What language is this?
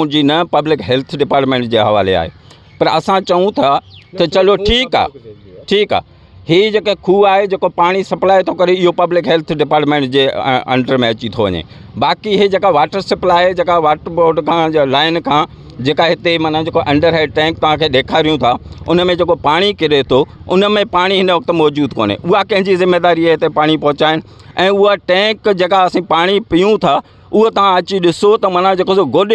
Sindhi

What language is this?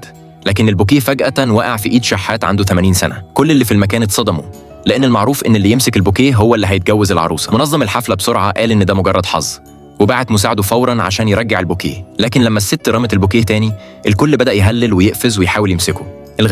Egyptian Arabic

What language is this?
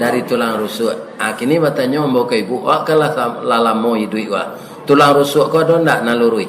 Minangkabau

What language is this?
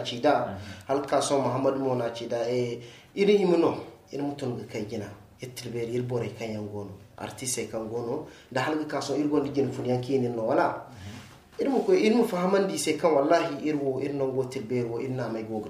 Zarma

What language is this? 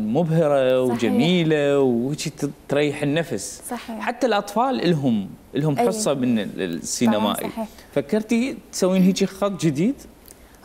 Mesopotamian Arabic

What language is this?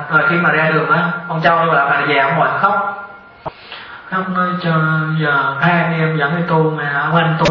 Vietnamese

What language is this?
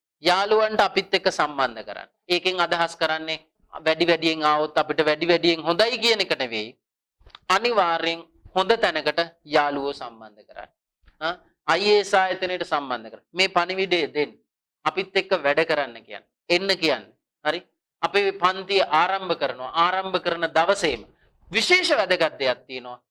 Sinhala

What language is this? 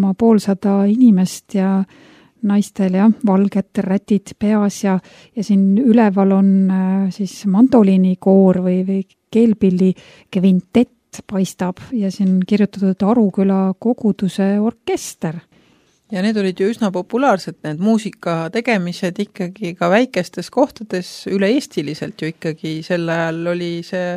Estonian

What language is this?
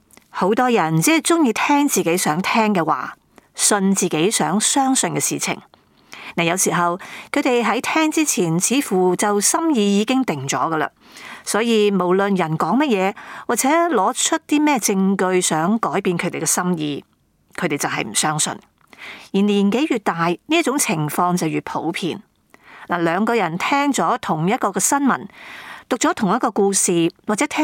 Cantonese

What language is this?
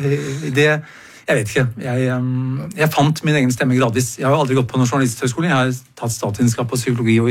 Norwegian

